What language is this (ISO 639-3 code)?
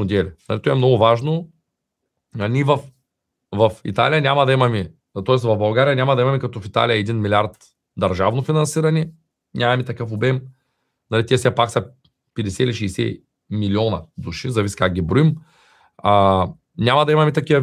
bul